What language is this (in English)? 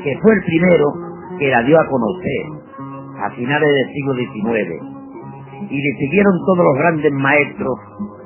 Spanish